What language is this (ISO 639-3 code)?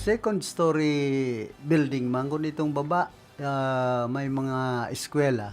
bik